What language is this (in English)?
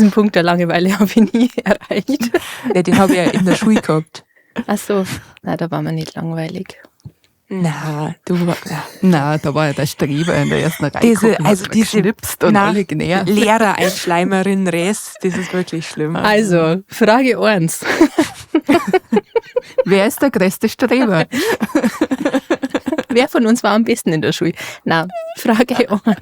Bavarian